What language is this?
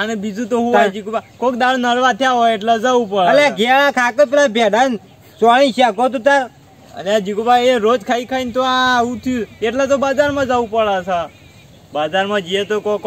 Gujarati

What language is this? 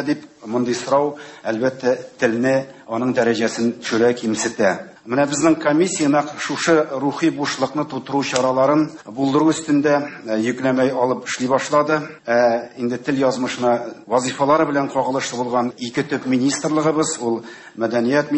Tatar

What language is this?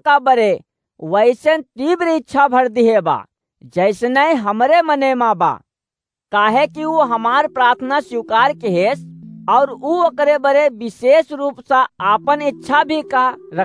Awadhi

